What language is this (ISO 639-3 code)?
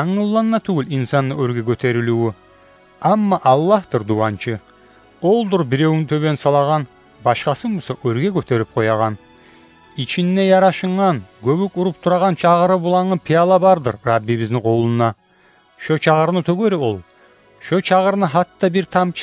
kum